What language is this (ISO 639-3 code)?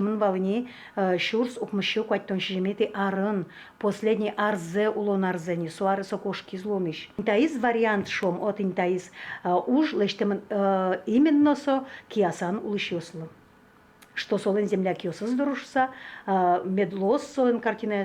udm